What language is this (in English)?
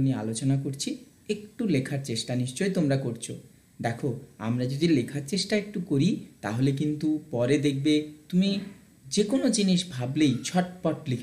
Bangla